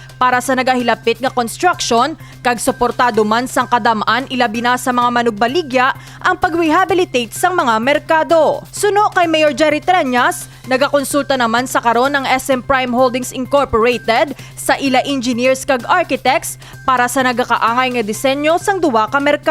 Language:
Hiligaynon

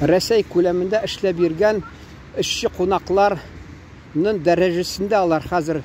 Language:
Tatar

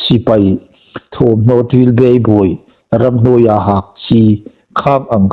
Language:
Hmar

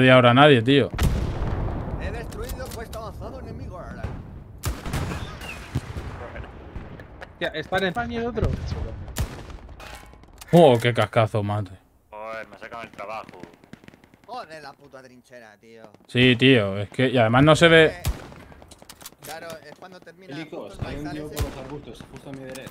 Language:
Spanish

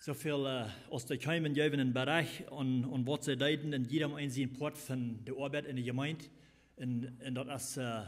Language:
Plautdietsch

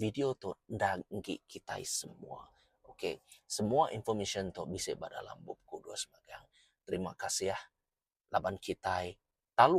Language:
Iban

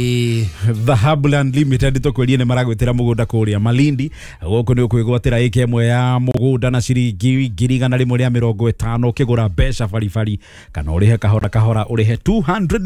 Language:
Kikuyu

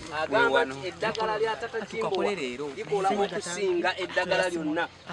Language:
Ganda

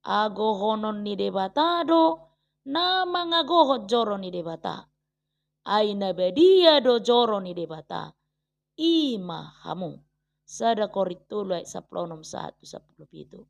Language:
Batak Toba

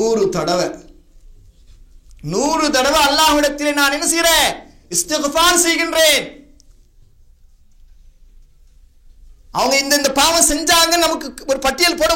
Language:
Tamil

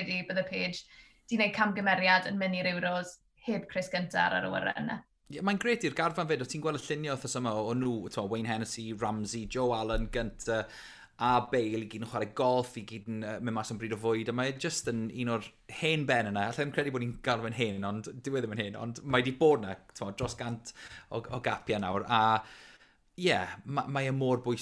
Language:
Welsh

